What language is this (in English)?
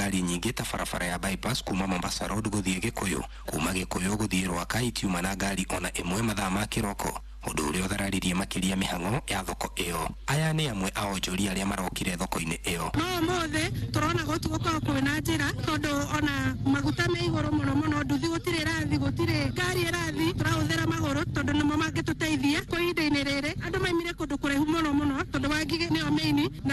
Kikuyu